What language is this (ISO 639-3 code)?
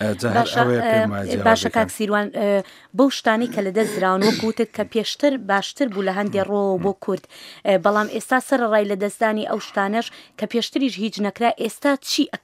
ckb